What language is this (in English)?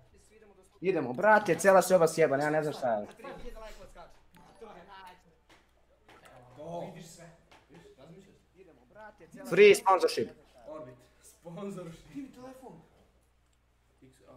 Croatian